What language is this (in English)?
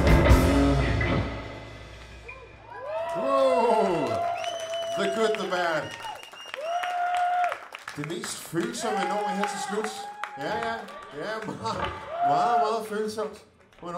Danish